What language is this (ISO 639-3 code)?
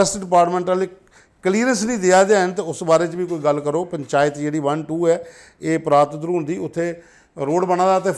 doi